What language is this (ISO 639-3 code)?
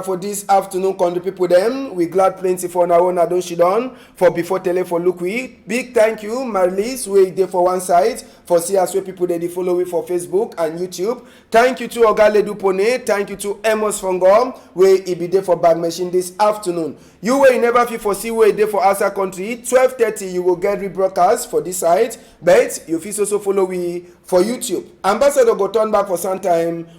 wes